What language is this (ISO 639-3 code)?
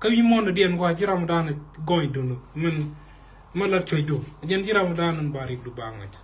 nus